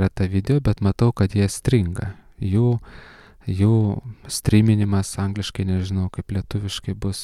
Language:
Lithuanian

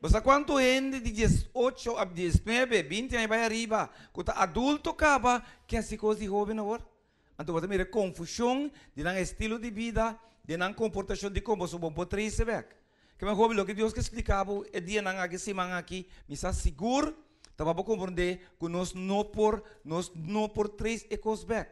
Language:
Papiamento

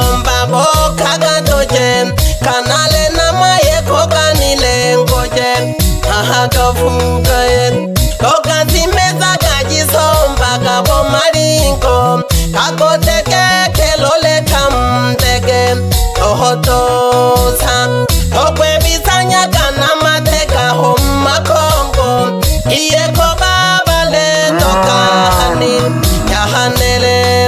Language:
Swahili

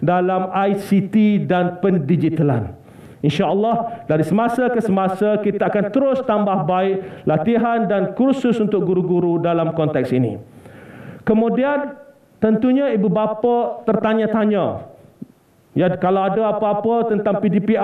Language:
Malay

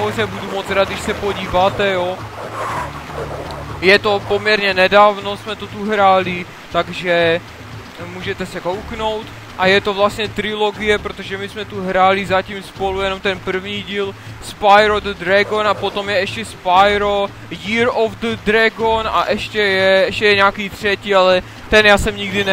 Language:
Czech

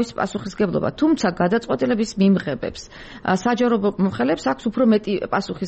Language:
Georgian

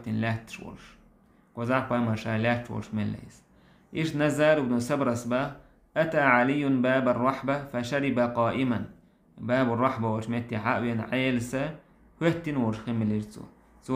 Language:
Chechen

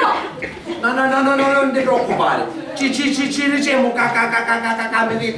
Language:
Sicilian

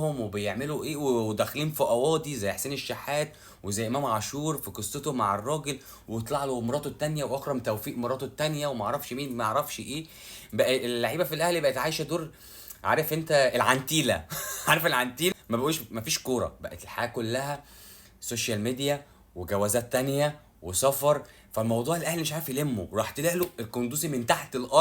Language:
Egyptian Arabic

